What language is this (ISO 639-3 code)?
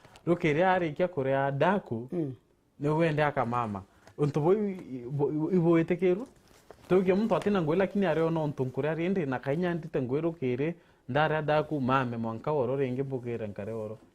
mer